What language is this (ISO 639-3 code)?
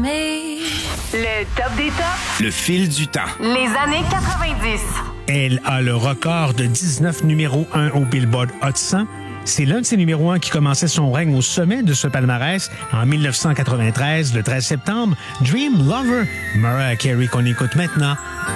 fra